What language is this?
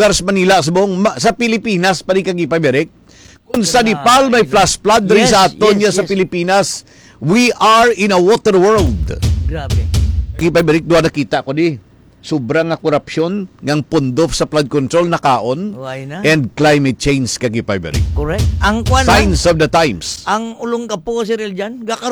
Hiligaynon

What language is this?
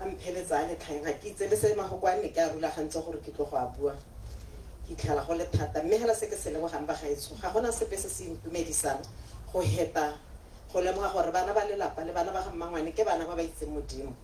Tswana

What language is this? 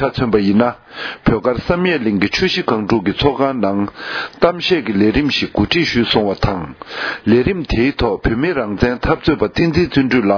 Tibetan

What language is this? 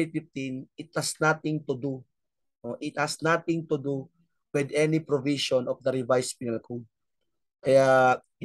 Filipino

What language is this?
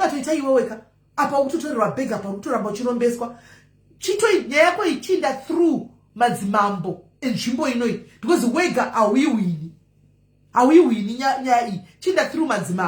Shona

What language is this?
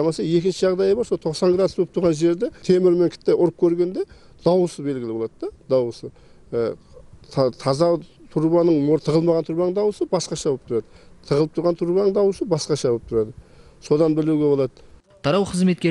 Kara-Kalpak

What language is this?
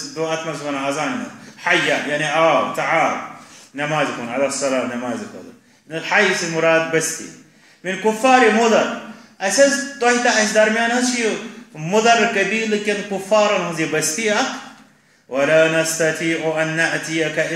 Kashmiri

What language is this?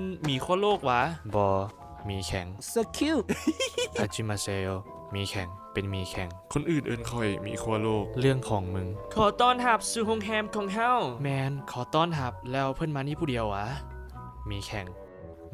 Lao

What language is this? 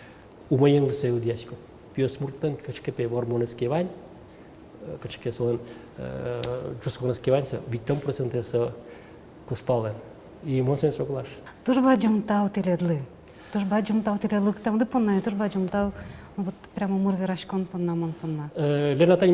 Udmurt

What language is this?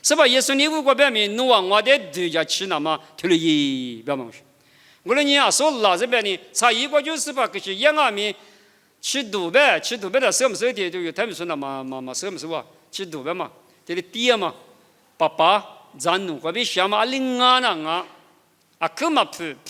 Lisu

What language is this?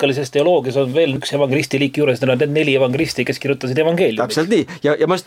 Estonian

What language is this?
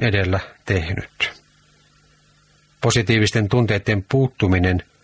Finnish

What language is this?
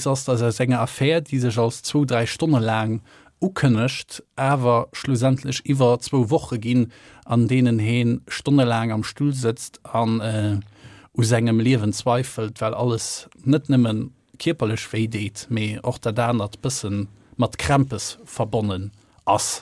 Luxembourgish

